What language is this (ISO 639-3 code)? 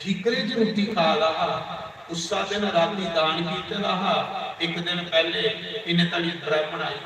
doi